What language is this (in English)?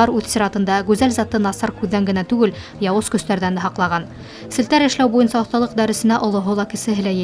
Bashkir